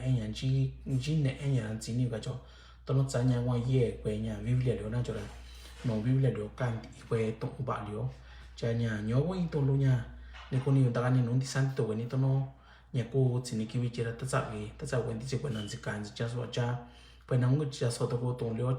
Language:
Mixtepec Mixtec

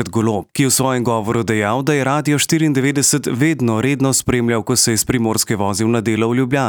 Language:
Slovenian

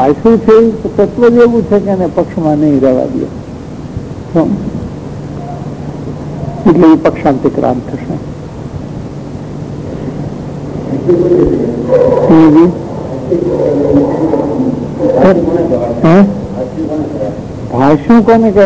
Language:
Gujarati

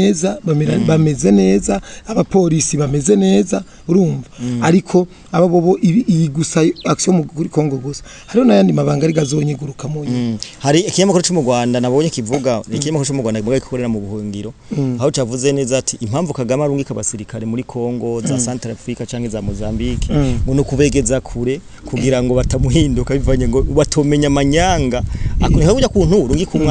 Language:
Rundi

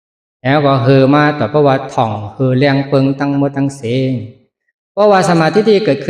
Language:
Shan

